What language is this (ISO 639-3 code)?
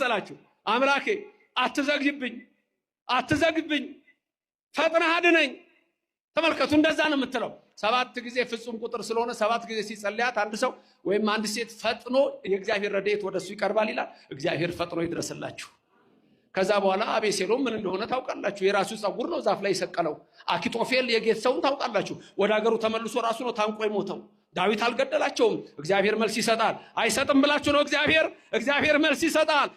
amh